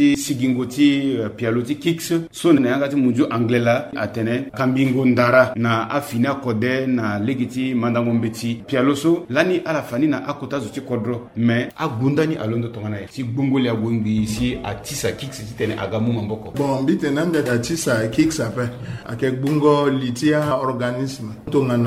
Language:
Sango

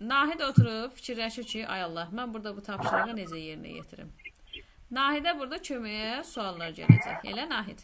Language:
Azerbaijani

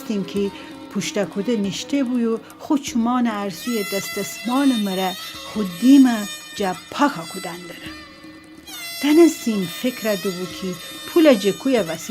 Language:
Gilaki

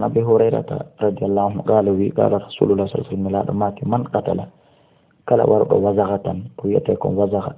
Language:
Fula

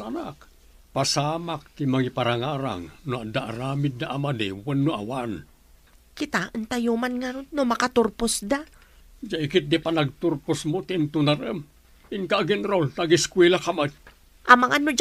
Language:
Iloko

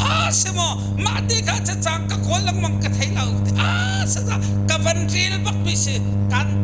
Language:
Hakha Chin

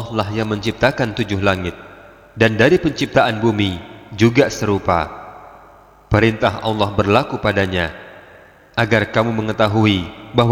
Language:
Indonesian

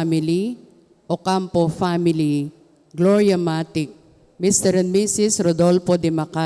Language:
Pampanga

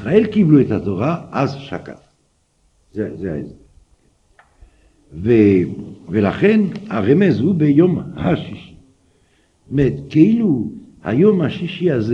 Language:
Hebrew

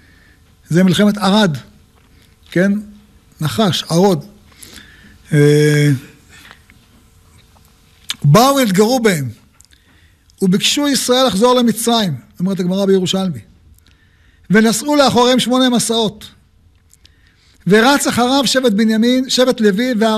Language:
Hebrew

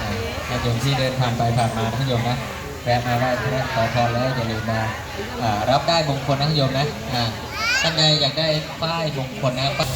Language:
Lao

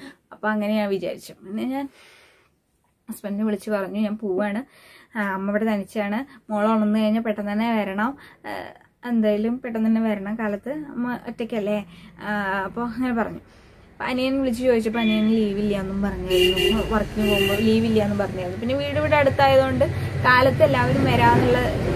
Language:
Malayalam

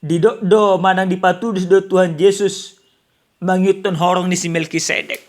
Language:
Batak Toba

